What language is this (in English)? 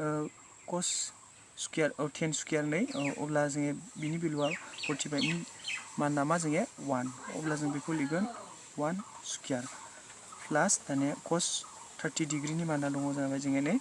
Bodo